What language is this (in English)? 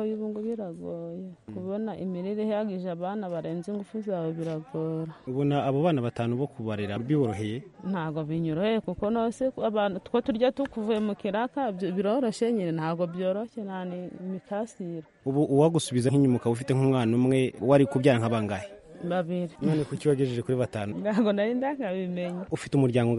Kinyarwanda